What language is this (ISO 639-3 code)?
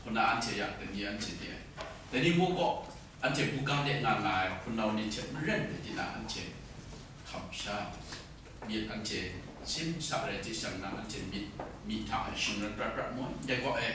kac